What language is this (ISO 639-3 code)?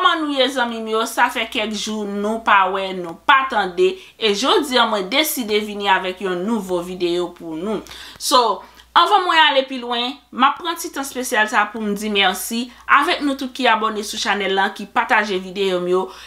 hat